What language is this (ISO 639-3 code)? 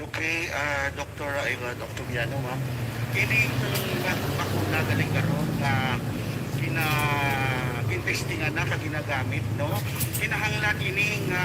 hil